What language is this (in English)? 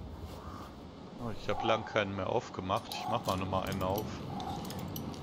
German